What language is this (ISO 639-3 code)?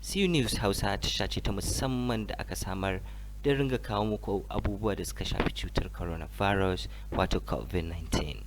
hau